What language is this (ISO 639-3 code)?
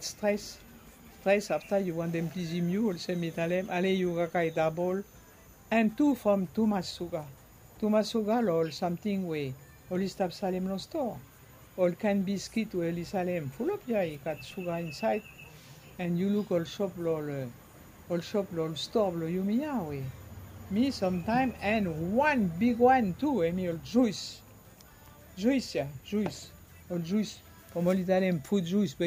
bis